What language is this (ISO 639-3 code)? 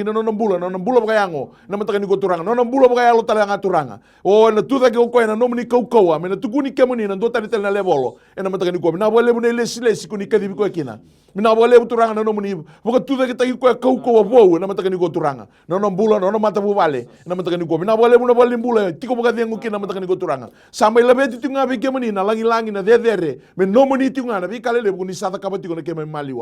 fij